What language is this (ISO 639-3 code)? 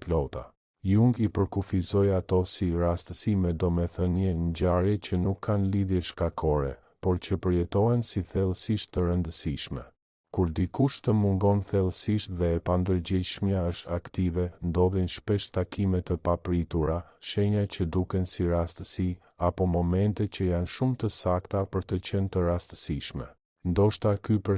sqi